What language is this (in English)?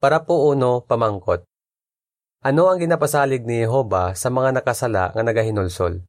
Hiligaynon